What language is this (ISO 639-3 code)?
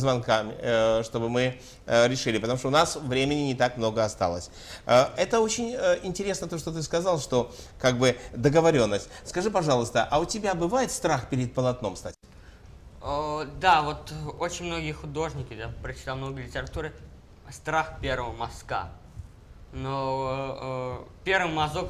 rus